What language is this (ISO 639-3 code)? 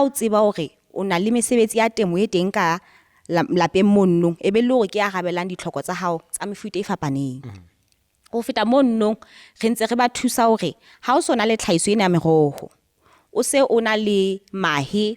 sot